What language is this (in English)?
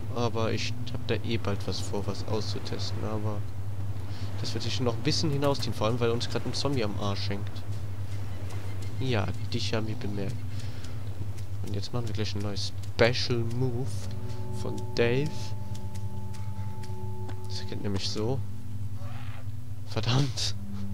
German